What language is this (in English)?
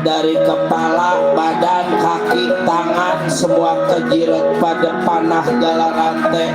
Betawi